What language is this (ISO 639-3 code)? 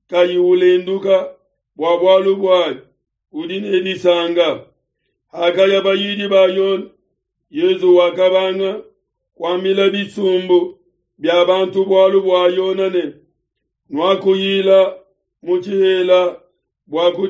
lua